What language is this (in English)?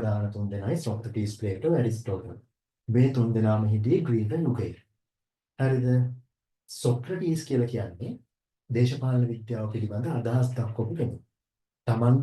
Sinhala